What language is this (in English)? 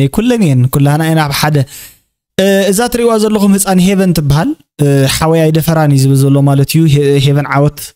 Tigrinya